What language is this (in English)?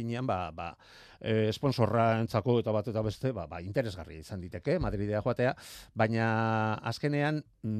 Basque